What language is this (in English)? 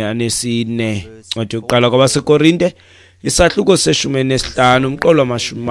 Xhosa